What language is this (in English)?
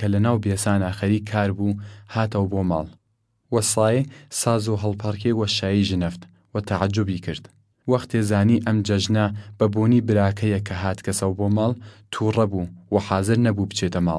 Southern Kurdish